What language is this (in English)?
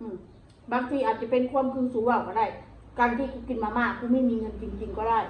Northeastern Thai